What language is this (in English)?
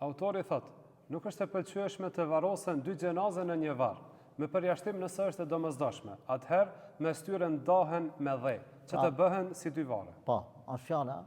Albanian